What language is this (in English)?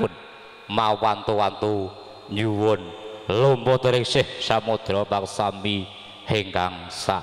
Javanese